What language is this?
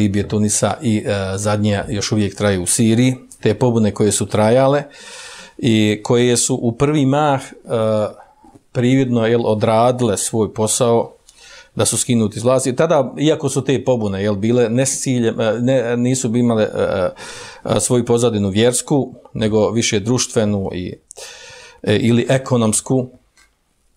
Bosnian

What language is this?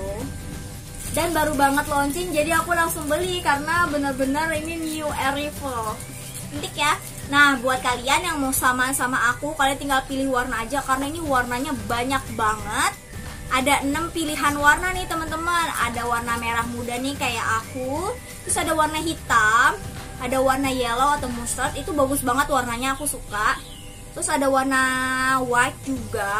Indonesian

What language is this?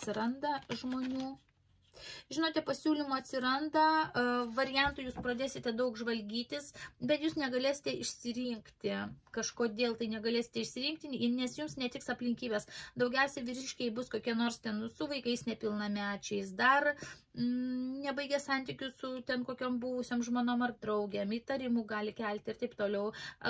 Lithuanian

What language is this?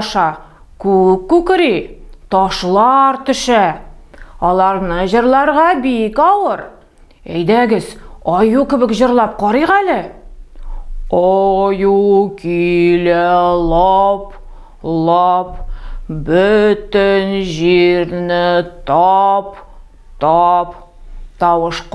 Tatar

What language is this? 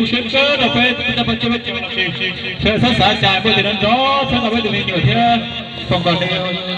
Hmong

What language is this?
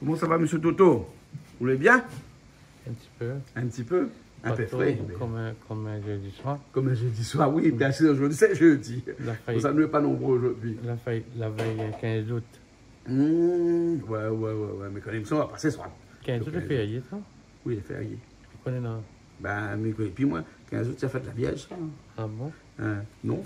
Réunion Creole French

